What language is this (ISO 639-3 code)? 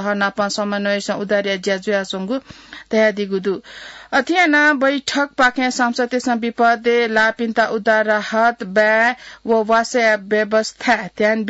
new